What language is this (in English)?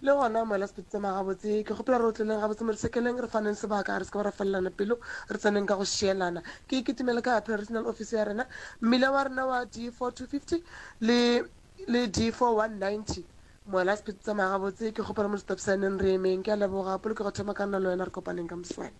Northern Sotho